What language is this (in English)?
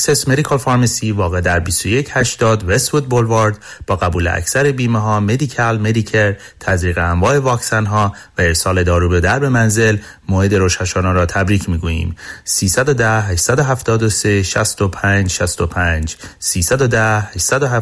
Persian